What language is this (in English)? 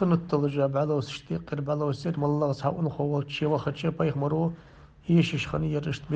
Ingush